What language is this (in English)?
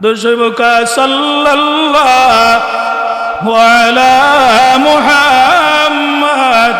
Sylheti